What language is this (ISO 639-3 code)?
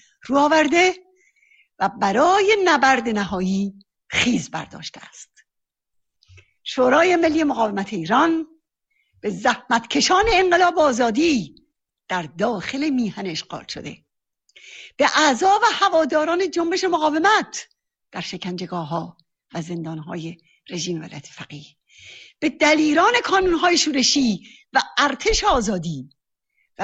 fas